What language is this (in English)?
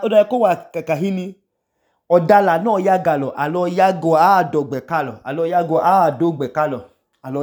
Idoma